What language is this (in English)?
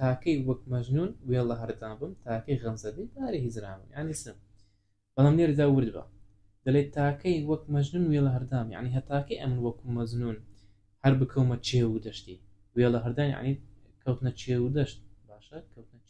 Central Kurdish